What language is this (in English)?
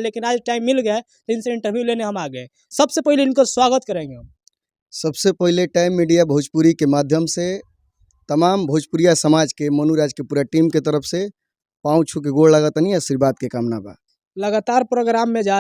Bhojpuri